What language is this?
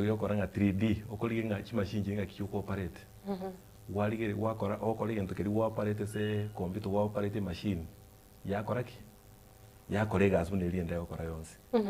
Gusii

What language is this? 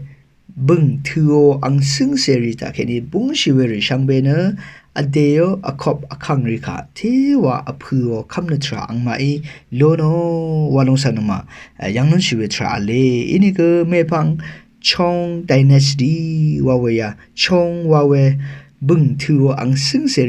Rawang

